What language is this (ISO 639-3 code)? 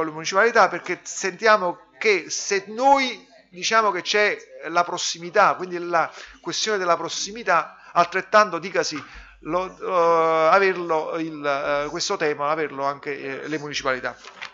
ita